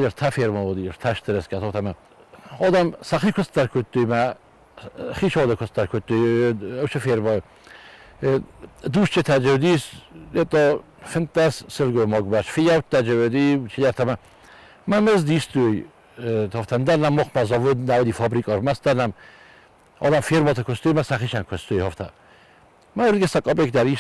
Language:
Ossetic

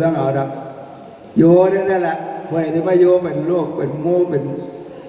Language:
Northeastern Thai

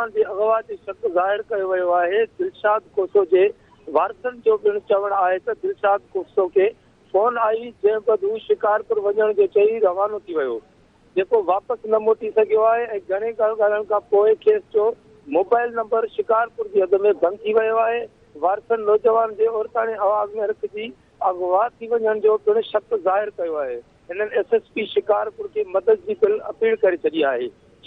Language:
Sindhi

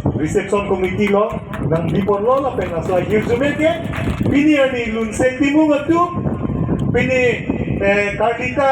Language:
Karbi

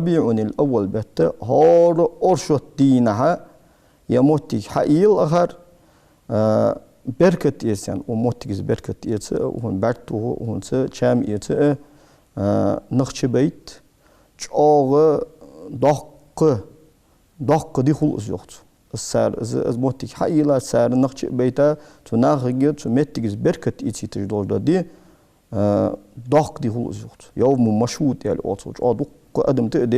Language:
Ingush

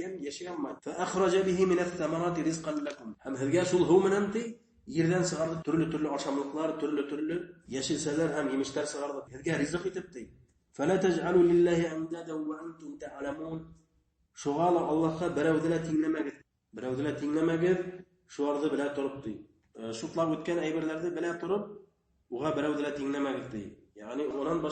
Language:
Bashkir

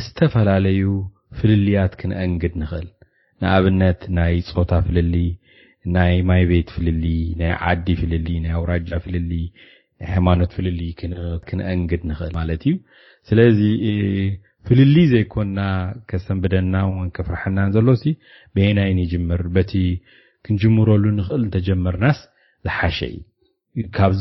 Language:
Tigrinya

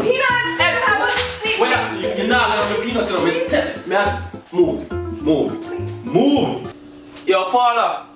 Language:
Jamaican Creole English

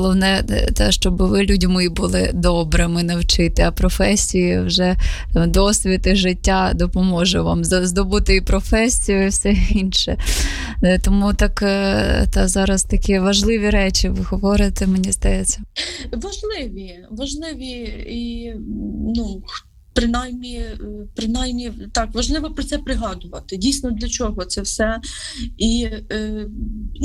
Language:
Ukrainian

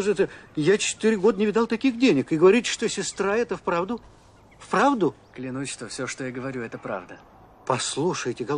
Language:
Russian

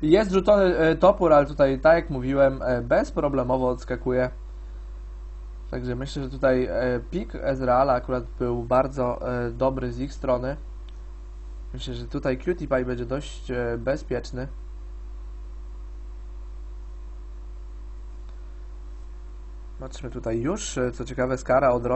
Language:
Polish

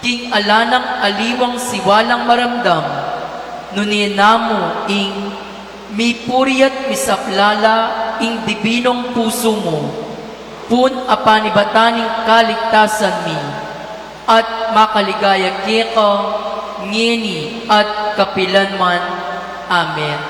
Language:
Pampanga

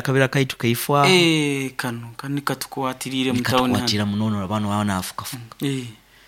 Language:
Nyankole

